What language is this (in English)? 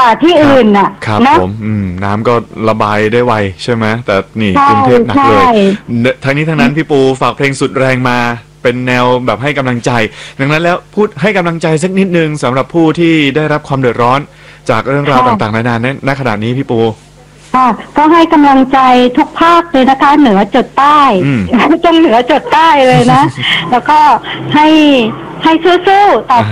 Thai